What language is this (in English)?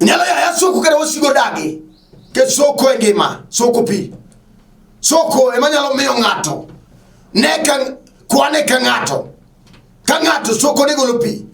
Luo (Kenya and Tanzania)